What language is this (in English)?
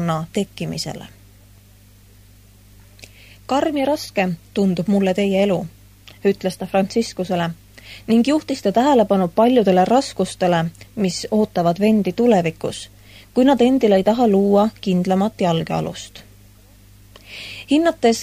Estonian